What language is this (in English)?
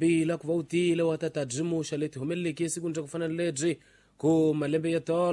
Tsonga